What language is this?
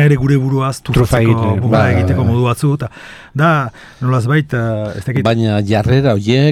Basque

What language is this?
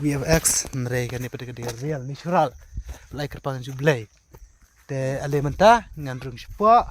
Khasi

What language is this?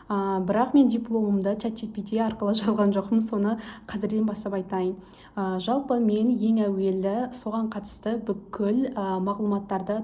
Kazakh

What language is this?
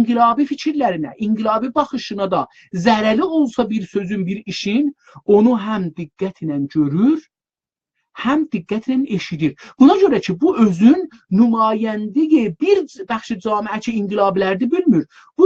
South Azerbaijani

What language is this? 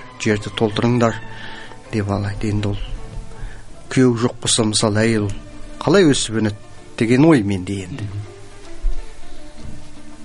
Kazakh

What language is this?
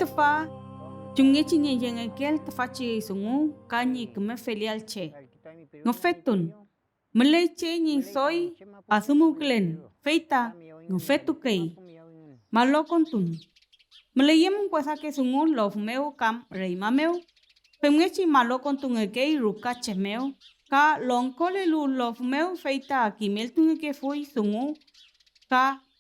Mapuche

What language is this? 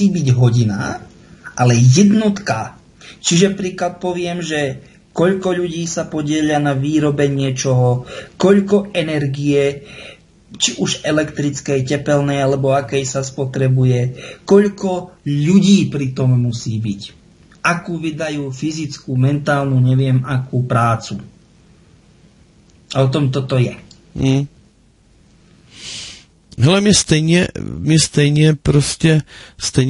Slovak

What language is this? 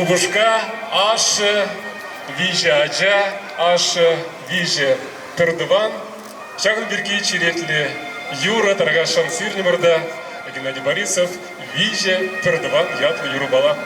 Chuvash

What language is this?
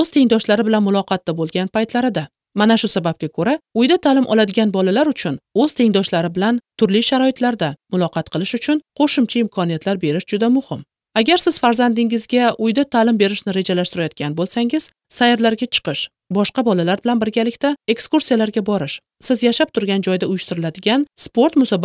Uzbek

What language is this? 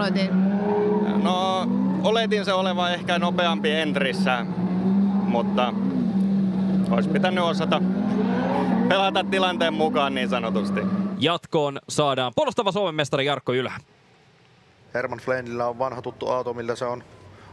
Finnish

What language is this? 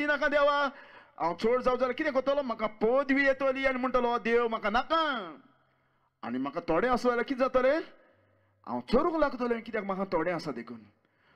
Konkani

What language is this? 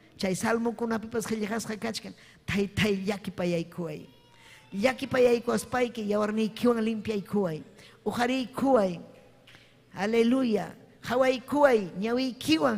Ayacucho Quechua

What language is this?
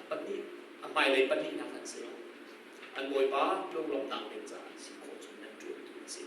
Hakha Chin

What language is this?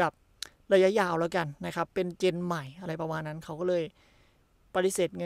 Thai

